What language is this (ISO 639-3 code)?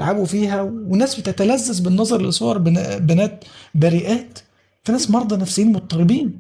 arz